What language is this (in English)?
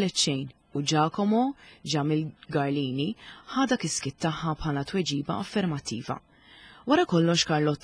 Maltese